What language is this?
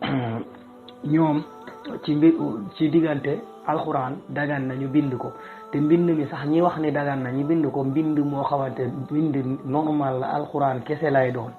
Wolof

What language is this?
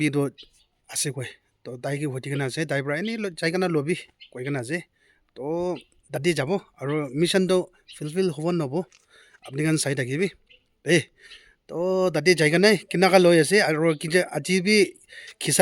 Naga Pidgin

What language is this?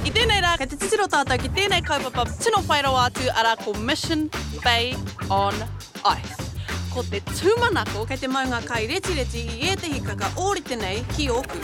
Māori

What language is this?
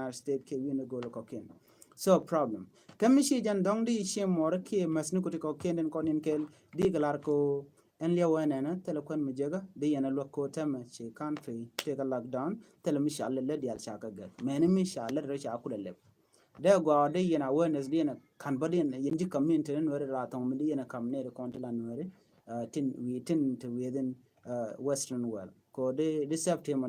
Nuer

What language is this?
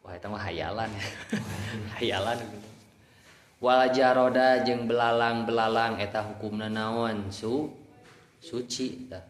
Sundanese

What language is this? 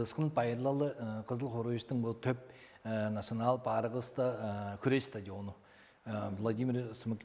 Tuvinian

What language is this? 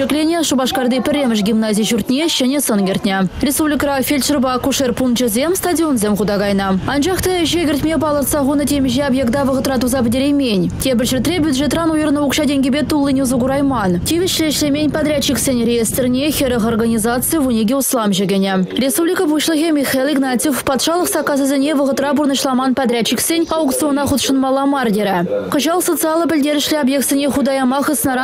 Chuvash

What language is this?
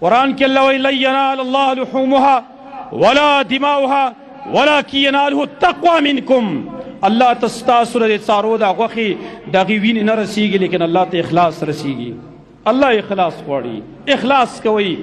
Pashto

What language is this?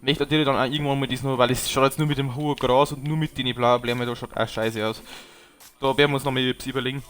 Bavarian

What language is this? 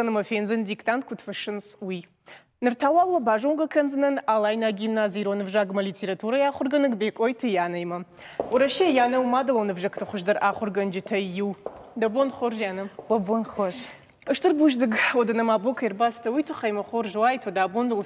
Ossetic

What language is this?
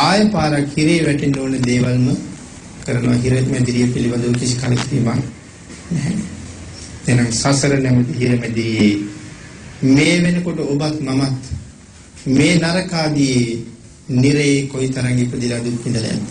Sinhala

